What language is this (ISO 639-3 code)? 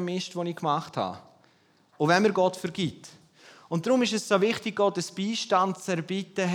deu